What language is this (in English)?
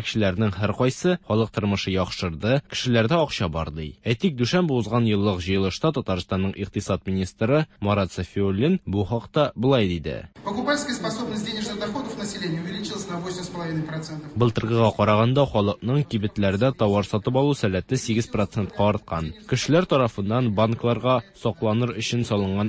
Tatar